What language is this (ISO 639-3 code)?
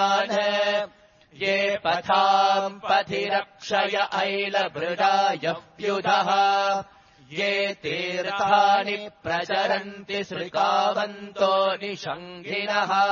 san